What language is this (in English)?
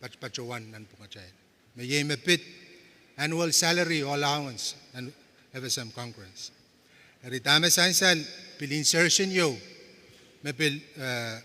Pohnpeian